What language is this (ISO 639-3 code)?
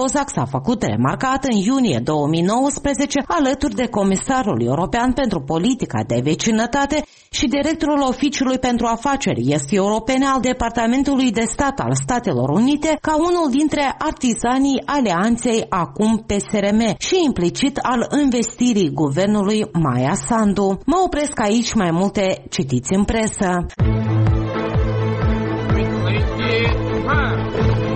ron